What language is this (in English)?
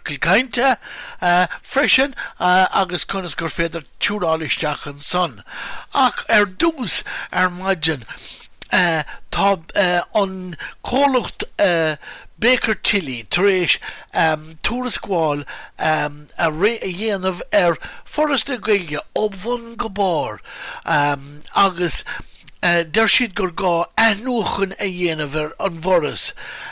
Irish